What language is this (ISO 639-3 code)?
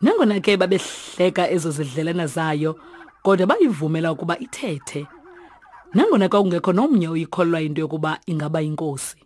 xho